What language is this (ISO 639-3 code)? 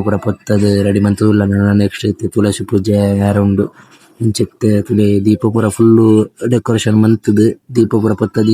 tcy